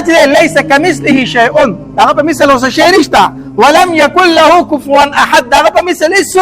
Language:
Pashto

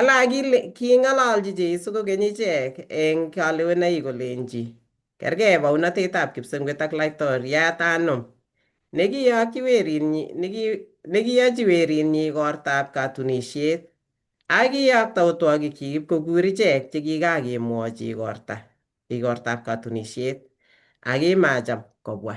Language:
Kalenjin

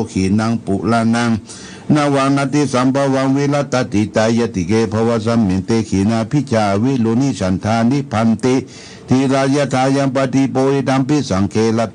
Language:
Pali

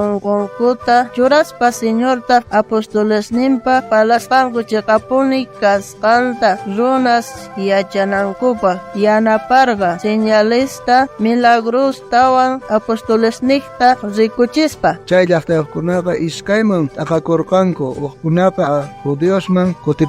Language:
South Bolivian Quechua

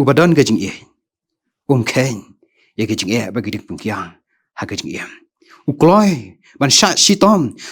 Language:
Khasi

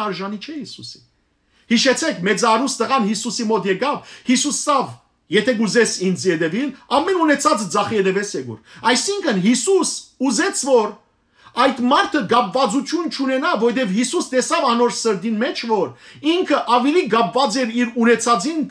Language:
Western Armenian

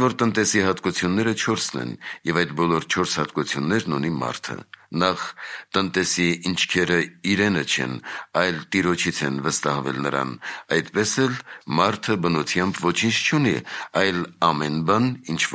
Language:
Armenian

